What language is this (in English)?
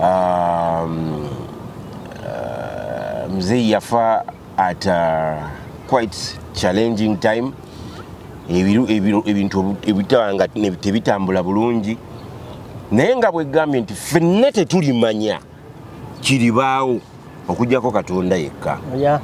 Ganda